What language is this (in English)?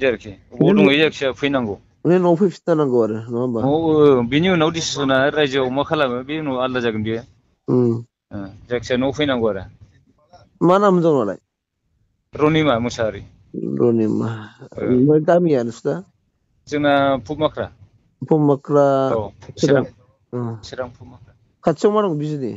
Bodo